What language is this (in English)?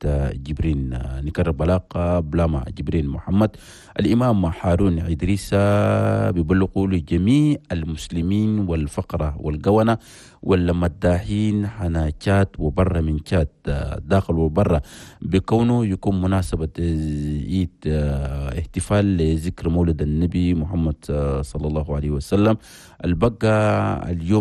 Chadian Arabic